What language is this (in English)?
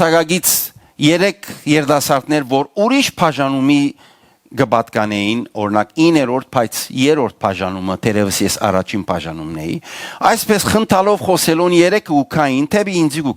Western Armenian